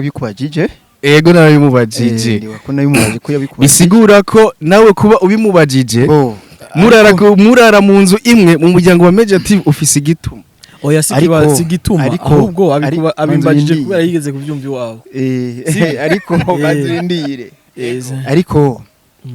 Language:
Rundi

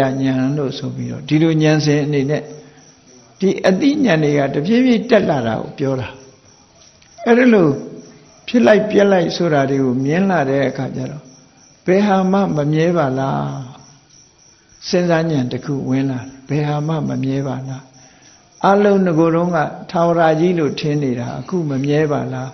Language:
Burmese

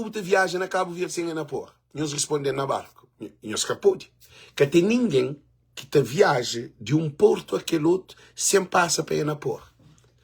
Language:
Kabuverdianu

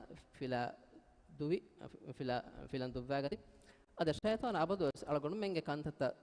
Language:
Divehi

